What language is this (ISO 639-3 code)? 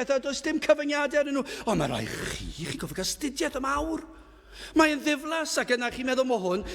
cym